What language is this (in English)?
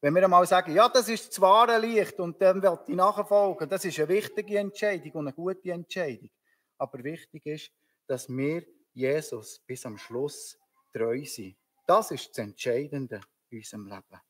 Swiss German